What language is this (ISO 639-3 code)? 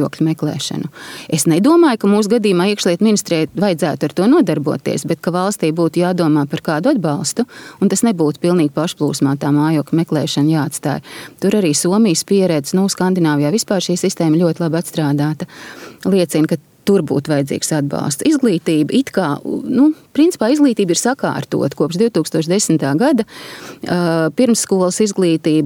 lav